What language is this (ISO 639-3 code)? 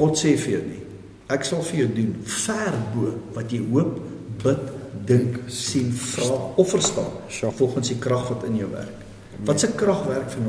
afr